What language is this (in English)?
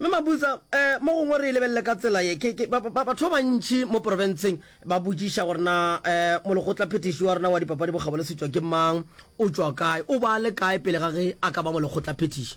Northern Sotho